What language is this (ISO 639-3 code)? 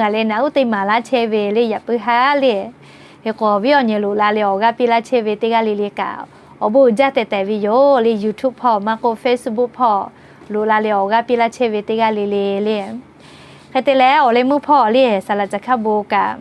lhu